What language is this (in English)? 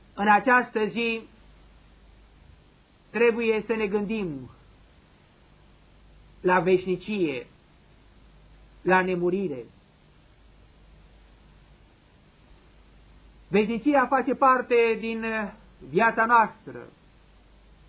Romanian